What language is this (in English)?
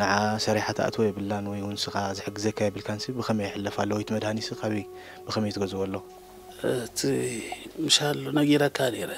Tigrinya